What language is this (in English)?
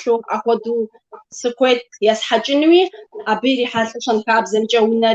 Kabardian